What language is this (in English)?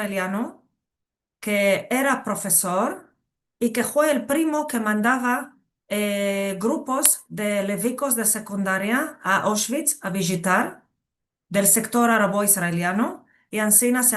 Ladino